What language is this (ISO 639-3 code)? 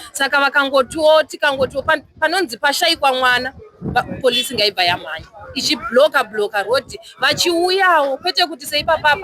sna